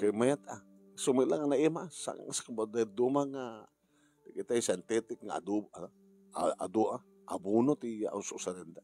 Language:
Iloko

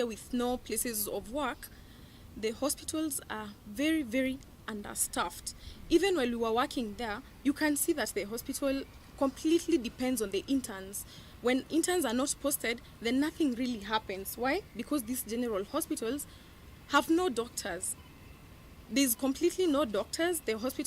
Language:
Kamba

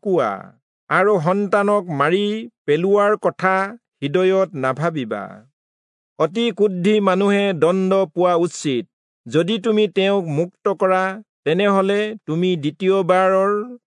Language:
Assamese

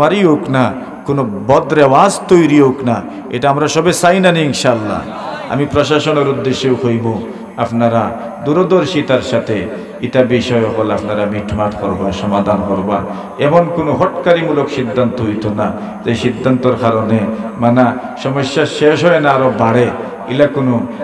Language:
Sylheti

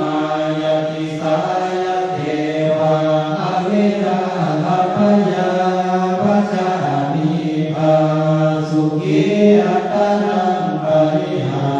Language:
Pali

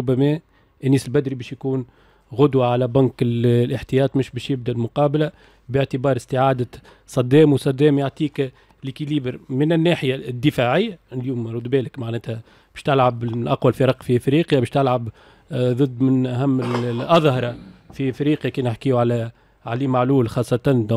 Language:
Tunisian Arabic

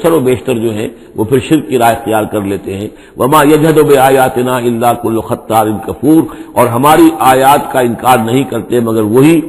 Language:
Urdu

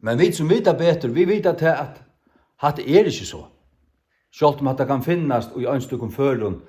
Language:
Faroese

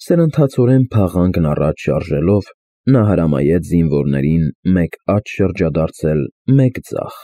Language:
Armenian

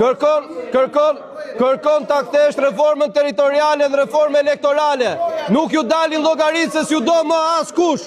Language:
Albanian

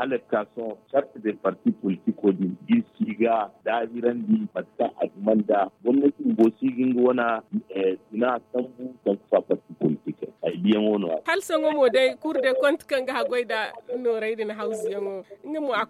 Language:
Zarma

